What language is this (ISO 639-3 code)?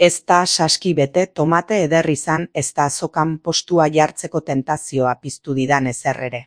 eus